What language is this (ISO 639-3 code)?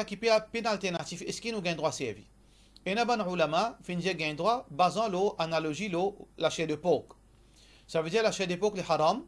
mfe